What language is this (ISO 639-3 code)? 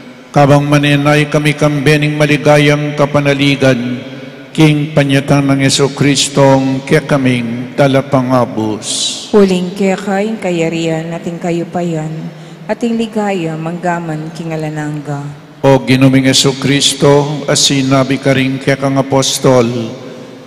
pam